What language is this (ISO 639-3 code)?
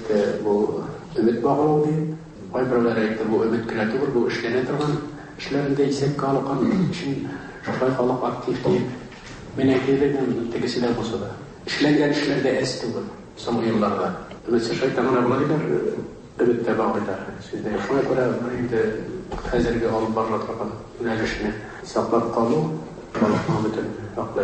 tat